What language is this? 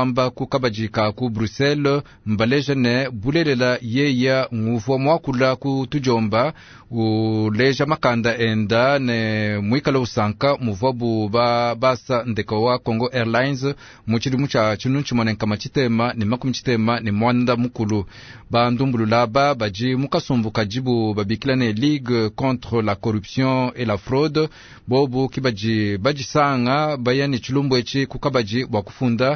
Luba-Lulua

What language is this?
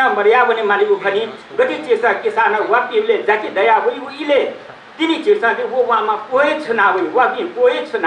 Newari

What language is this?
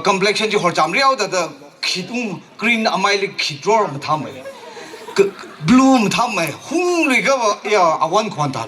Tangkhul Naga (India)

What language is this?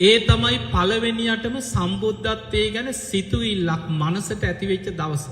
Sinhala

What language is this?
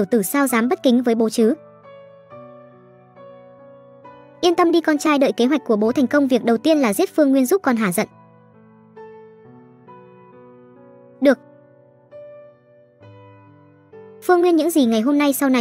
Vietnamese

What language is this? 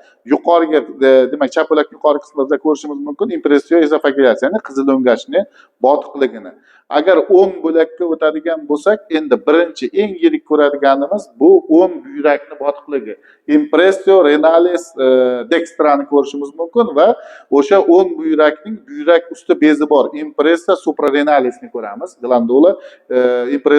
Uzbek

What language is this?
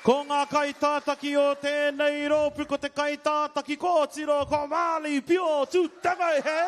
Māori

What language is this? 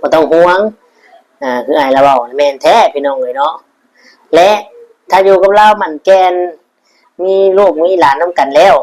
Lao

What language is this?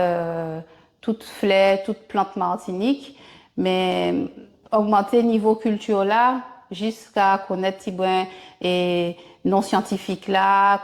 Guadeloupean Creole French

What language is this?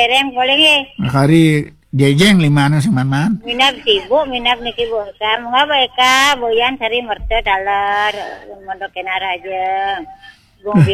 Balinese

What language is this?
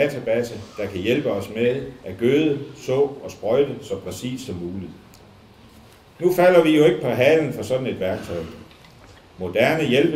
Danish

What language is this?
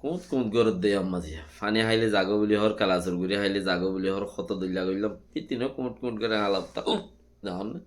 Rohingya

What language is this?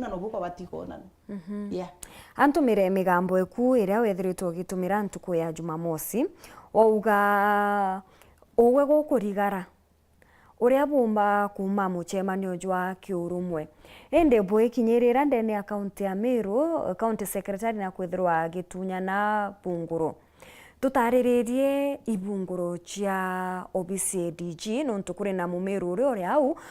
Meru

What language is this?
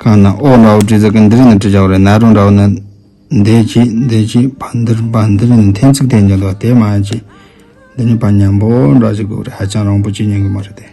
Tibetan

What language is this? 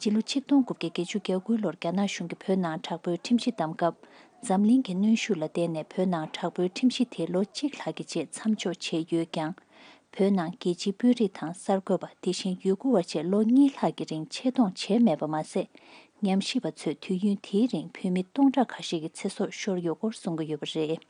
Tibetan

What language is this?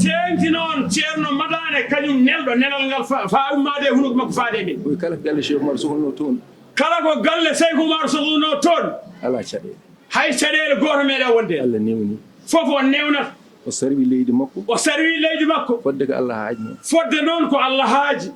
Fula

